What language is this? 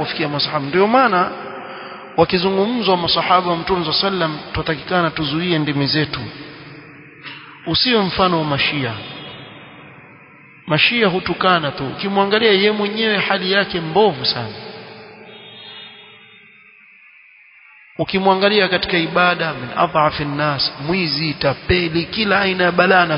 Swahili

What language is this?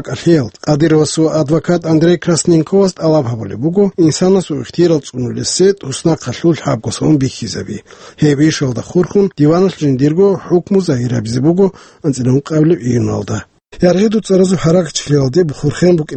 Avaric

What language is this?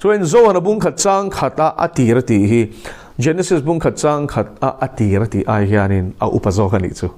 Mizo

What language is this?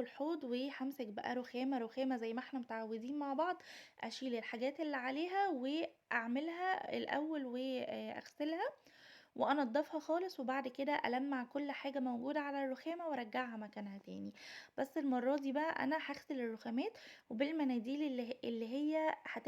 Egyptian Arabic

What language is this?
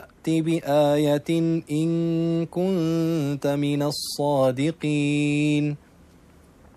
Arabic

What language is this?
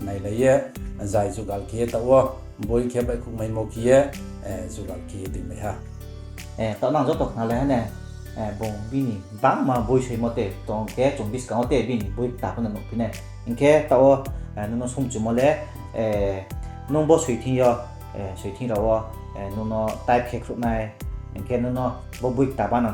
Riang (India)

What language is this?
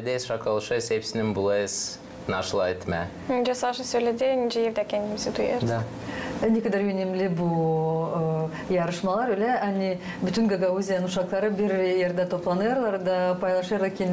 Gagauz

